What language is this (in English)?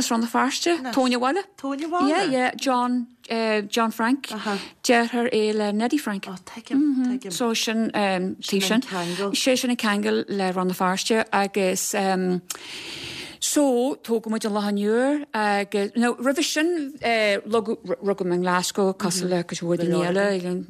Irish